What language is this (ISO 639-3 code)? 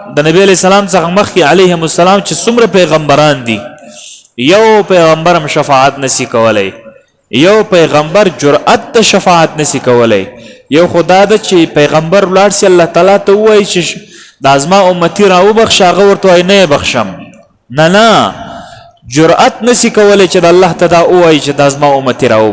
pus